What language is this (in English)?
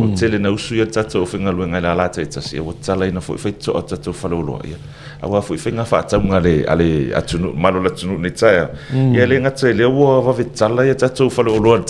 Samoan